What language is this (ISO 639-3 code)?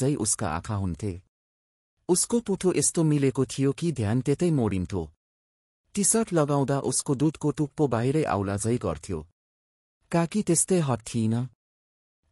nep